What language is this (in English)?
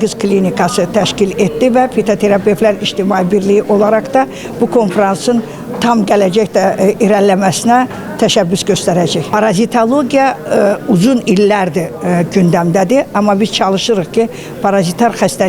Azerbaijani